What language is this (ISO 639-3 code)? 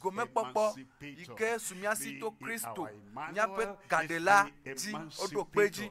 ewe